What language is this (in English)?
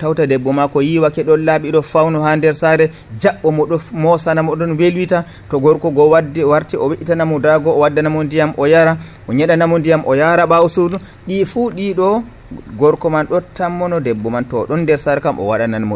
Nigerian Fulfulde